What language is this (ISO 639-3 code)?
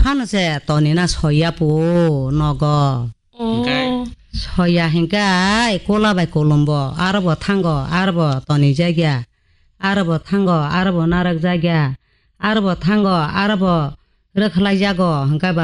trp